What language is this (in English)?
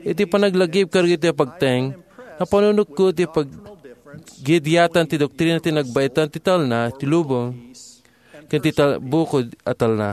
Iloko